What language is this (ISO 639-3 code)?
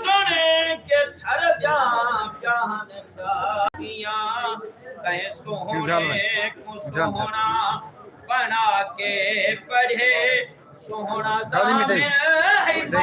skr